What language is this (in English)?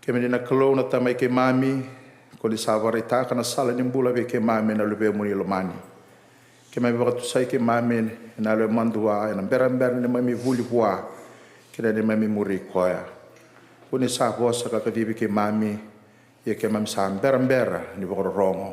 Fijian